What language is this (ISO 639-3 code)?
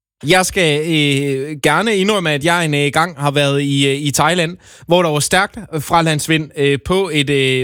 dan